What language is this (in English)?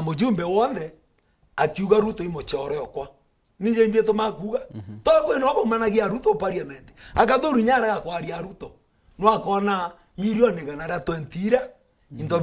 Meru